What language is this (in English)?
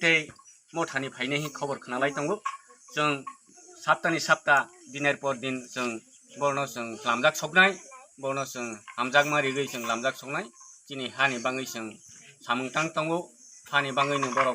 Kok Borok